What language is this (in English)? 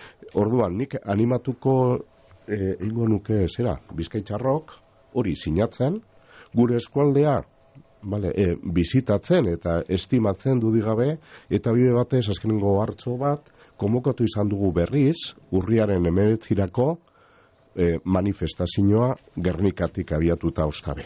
Basque